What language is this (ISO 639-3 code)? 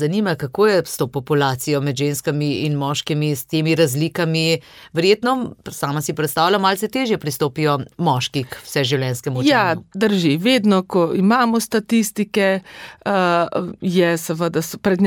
slv